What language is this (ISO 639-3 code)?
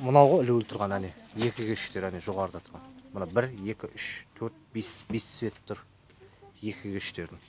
kaz